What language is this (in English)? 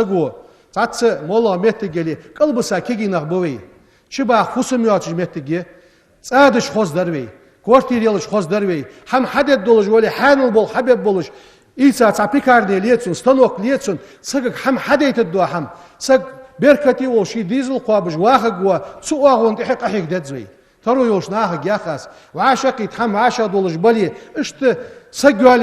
Ingush